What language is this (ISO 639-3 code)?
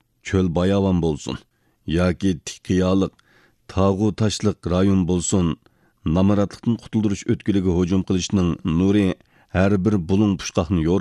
uig